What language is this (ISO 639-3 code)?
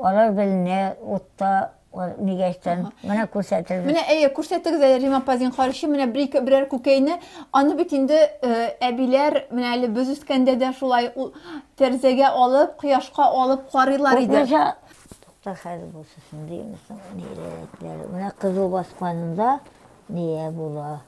tat